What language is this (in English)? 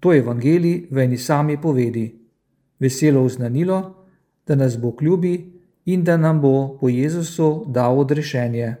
Slovenian